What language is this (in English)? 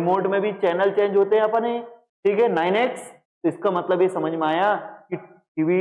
Hindi